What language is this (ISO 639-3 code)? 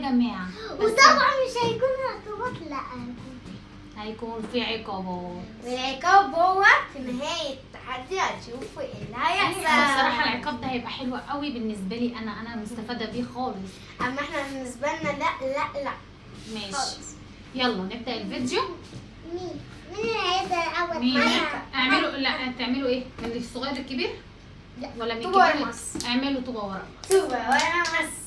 arz